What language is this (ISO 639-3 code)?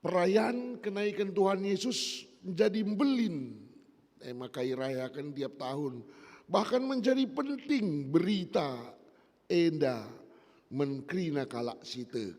btx